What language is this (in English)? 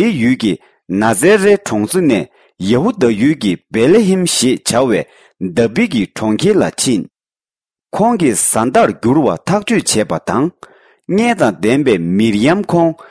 Tibetan